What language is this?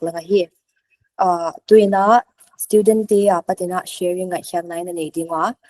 Paite Chin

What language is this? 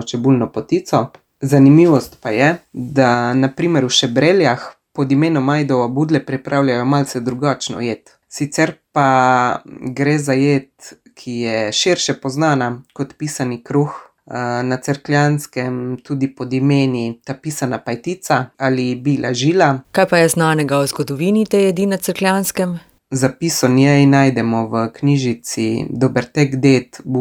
Slovenian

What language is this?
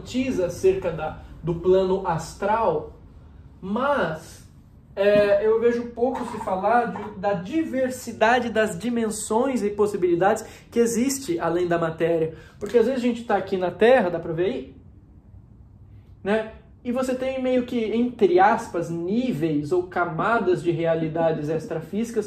Portuguese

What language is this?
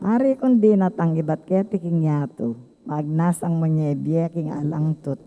Pampanga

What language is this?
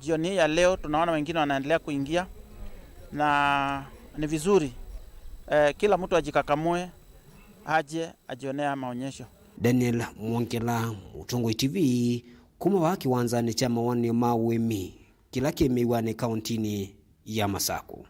Kamba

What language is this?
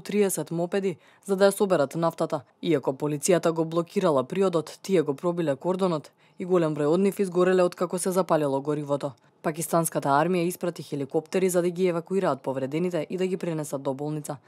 Macedonian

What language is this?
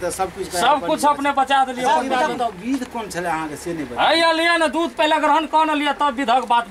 Maithili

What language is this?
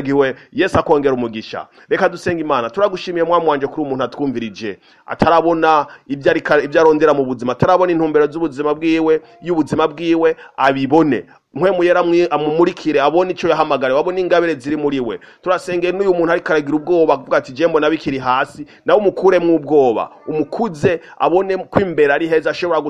Rundi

